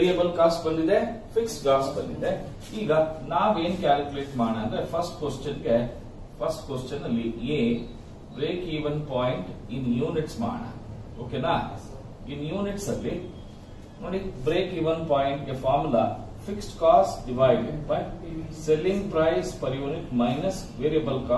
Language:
Kannada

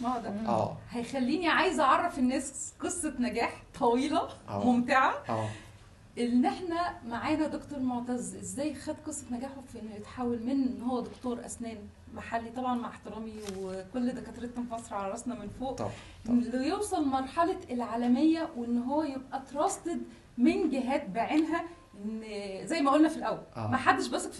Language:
Egyptian Arabic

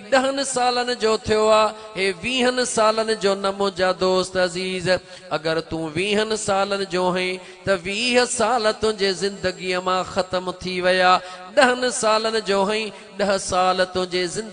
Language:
Sindhi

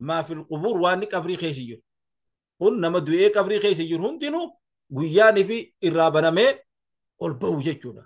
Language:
Oromo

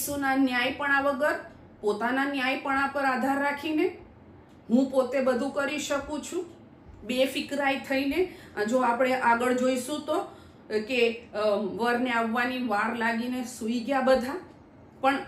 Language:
Gujarati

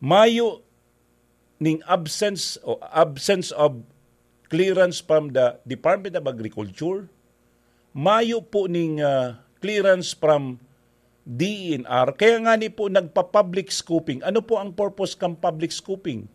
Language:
Bikol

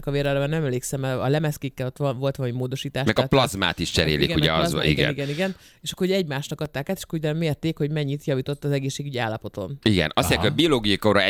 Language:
Hungarian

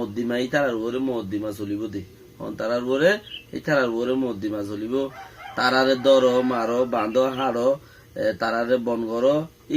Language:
Rohingya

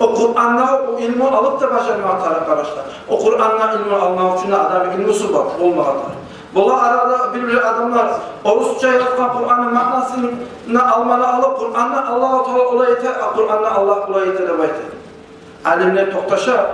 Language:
Kumyk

